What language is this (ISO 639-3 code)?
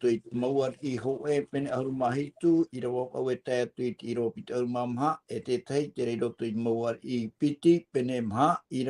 tah